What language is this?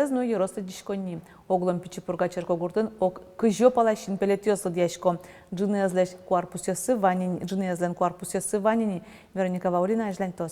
Udmurt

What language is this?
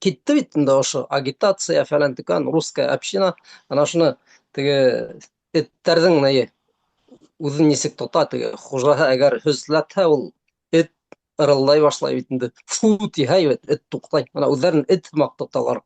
Bashkir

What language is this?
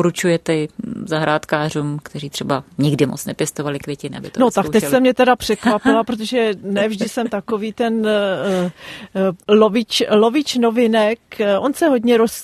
Czech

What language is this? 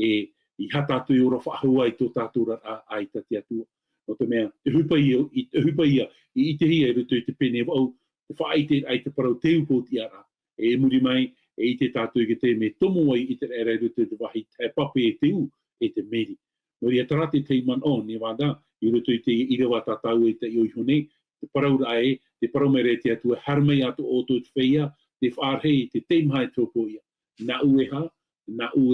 Tahitian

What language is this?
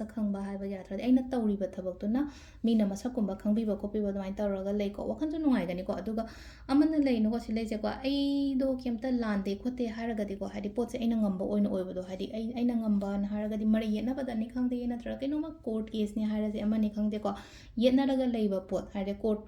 Manipuri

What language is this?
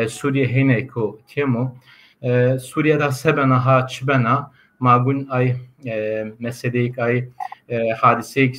Zaza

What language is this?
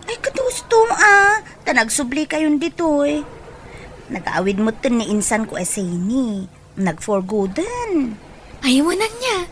Iloko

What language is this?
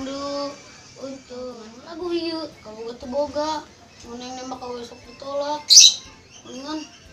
Sundanese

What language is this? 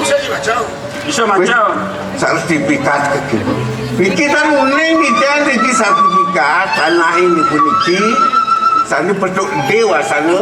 Balinese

